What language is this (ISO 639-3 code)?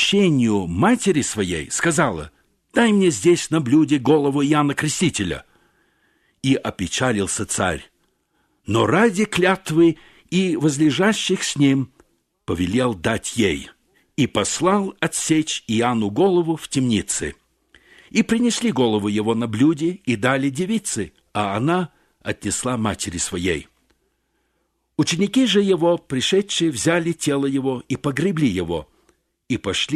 rus